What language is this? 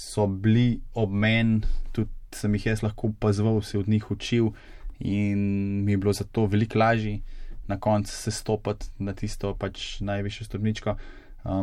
Slovenian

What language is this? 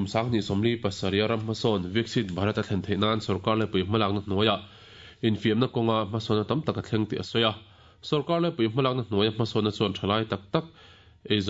Mizo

